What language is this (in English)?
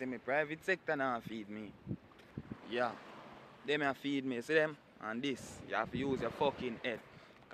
Jamaican Creole English